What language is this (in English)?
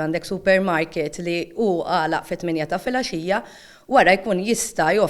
Maltese